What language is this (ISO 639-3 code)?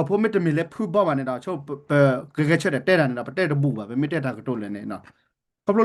ksw